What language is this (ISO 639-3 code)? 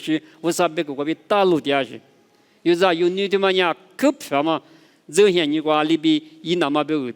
lis